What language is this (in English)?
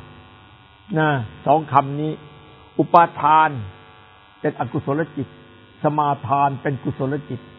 Thai